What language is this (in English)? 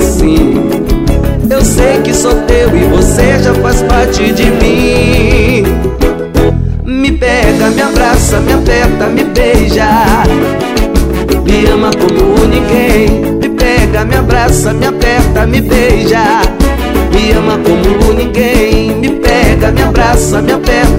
Portuguese